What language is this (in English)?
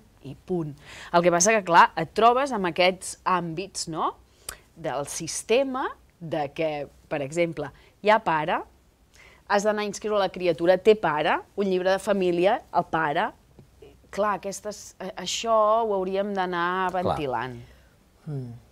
Catalan